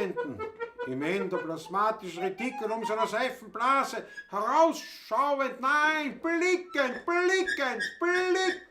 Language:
Bavarian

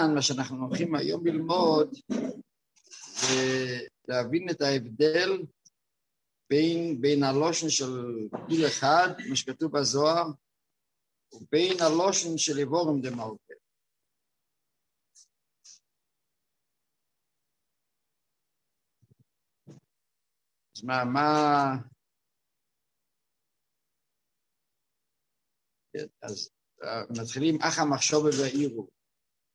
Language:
Hebrew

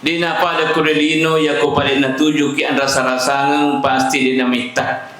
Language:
Buginese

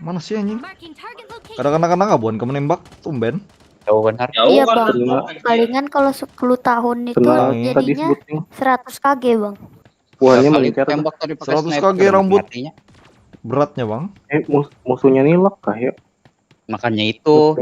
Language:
Banjar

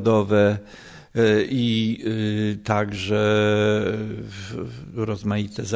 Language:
Polish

